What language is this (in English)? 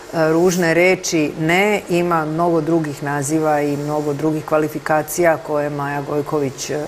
Serbian